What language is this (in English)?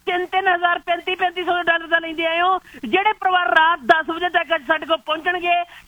Punjabi